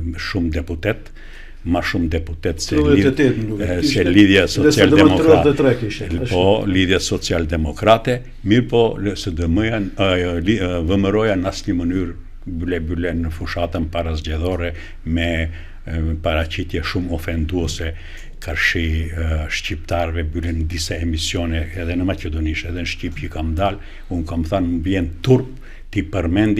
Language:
Albanian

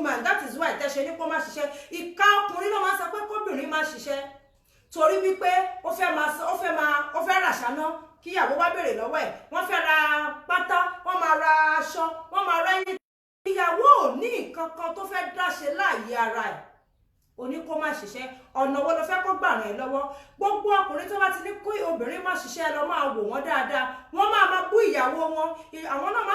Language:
Yoruba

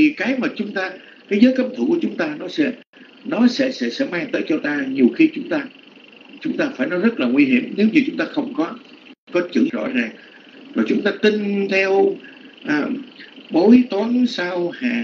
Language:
Vietnamese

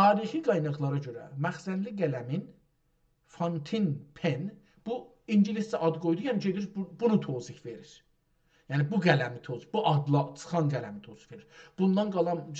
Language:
South Azerbaijani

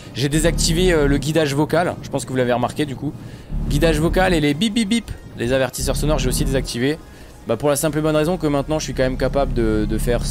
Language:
French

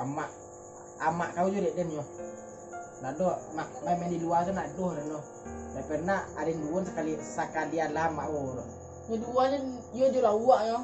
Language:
Minangkabau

